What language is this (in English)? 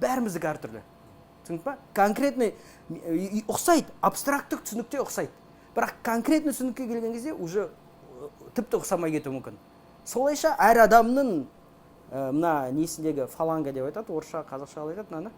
Kazakh